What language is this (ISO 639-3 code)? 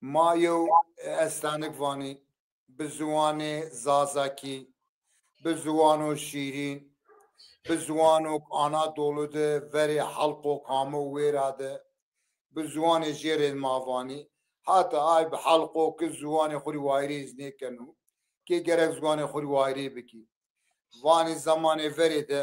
zza